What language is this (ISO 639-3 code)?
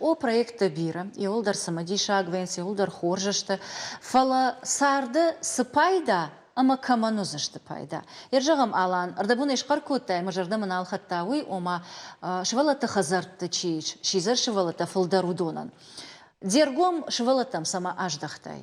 oss